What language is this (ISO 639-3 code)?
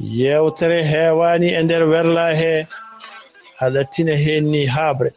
ful